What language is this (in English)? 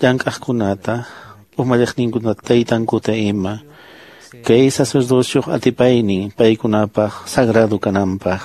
Quechua